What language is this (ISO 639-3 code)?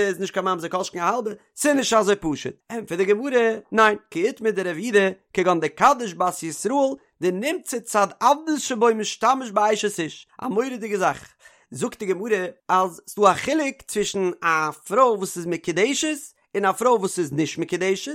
yid